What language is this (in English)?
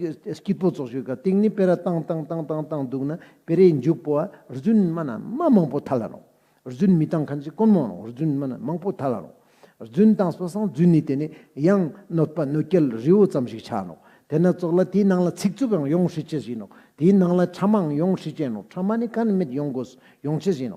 Ladakhi